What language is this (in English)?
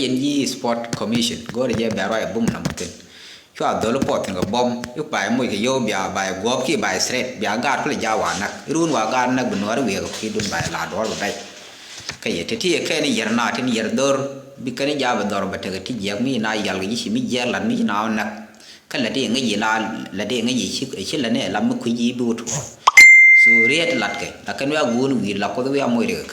Nuer